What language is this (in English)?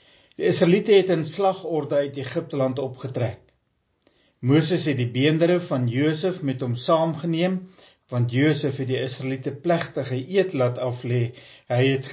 Afrikaans